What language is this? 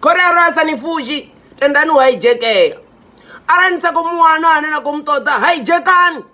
Venda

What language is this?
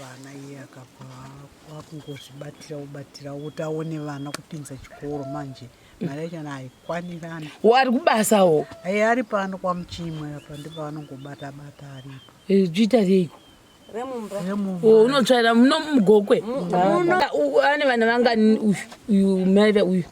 Shona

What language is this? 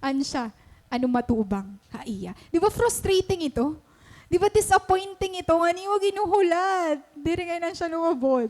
Waray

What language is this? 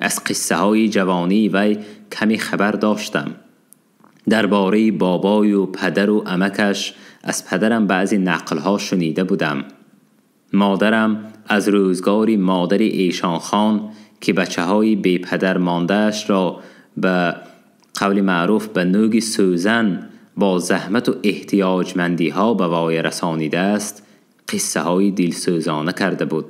Tajik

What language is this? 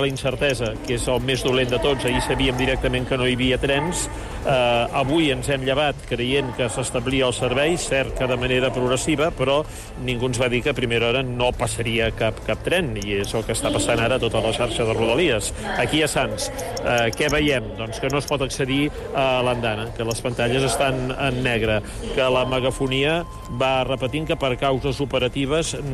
Catalan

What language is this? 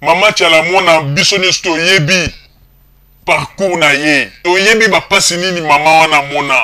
Lingala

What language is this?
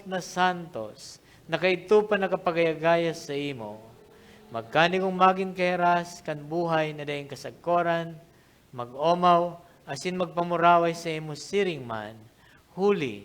Bikol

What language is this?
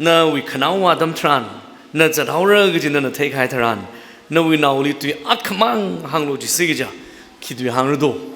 Tangkhul Naga (India)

